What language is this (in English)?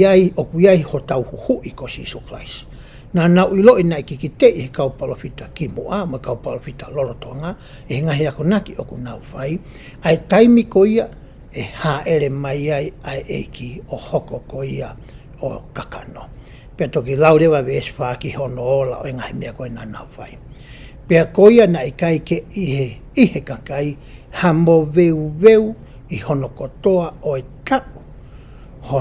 Tongan